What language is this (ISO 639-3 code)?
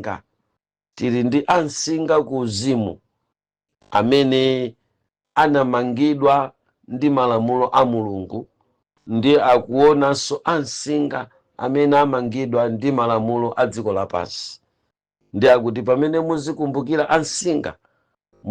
nya